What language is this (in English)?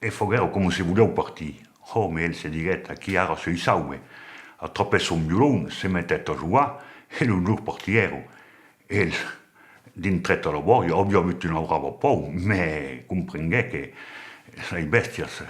Occitan